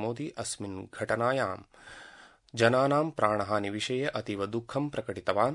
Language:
Sanskrit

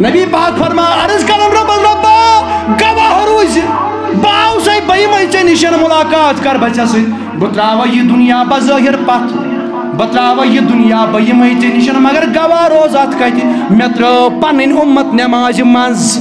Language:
Kashmiri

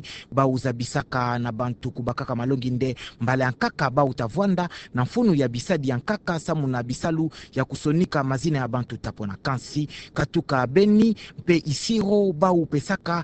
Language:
Kituba (Democratic Republic of Congo)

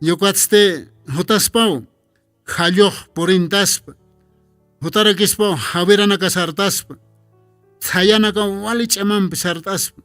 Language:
Aymara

